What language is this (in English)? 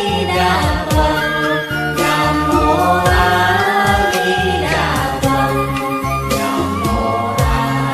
Vietnamese